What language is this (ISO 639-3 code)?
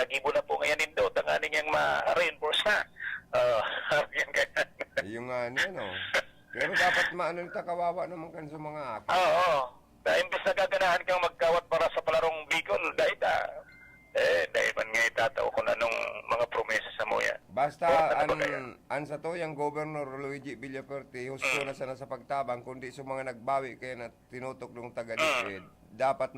bik